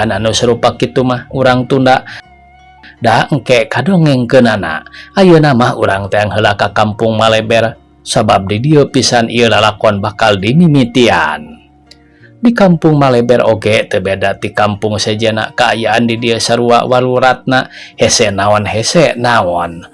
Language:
Sundanese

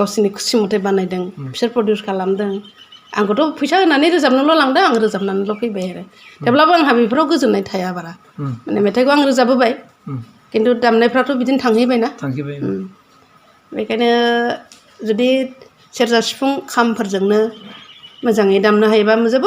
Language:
Bodo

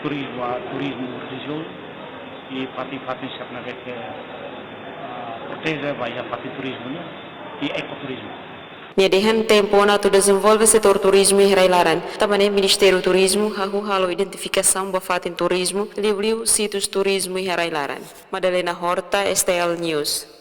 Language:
Tetum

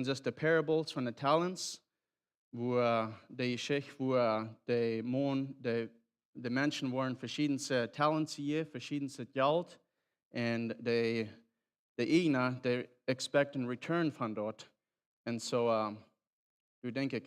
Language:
Plautdietsch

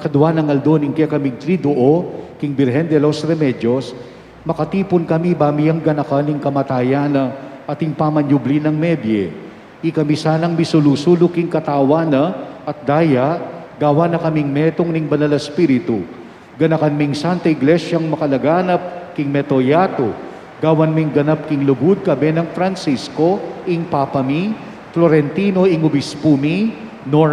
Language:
Pampanga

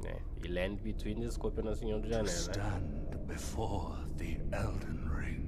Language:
Kabuverdianu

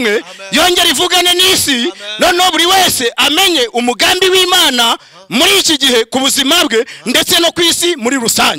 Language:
Kinyarwanda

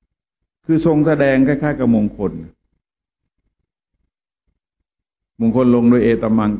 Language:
Thai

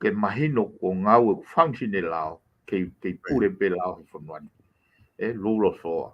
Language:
Tongan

